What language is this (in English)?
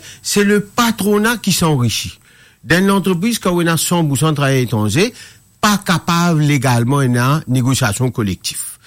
Morisyen